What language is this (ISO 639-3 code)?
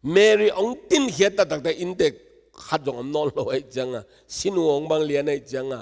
ctd